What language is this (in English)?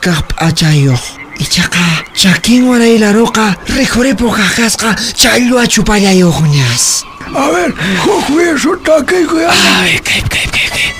Quechua